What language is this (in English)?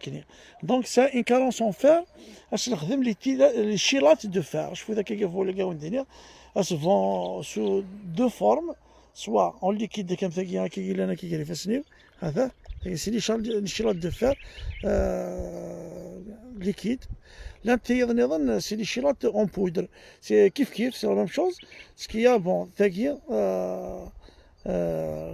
Kabyle